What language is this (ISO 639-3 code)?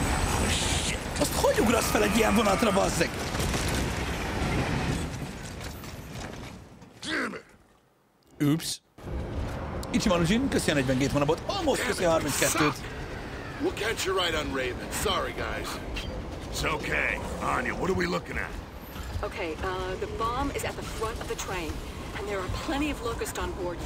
hun